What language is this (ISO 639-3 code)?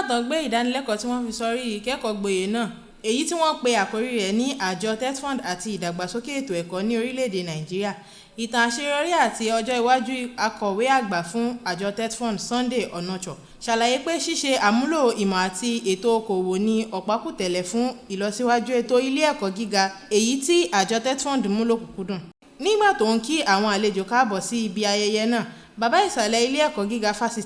yor